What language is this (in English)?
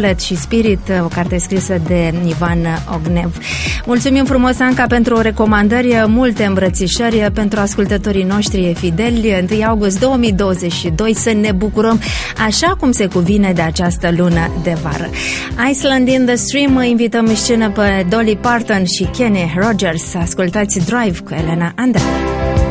Romanian